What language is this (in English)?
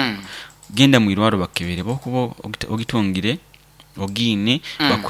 Nyoro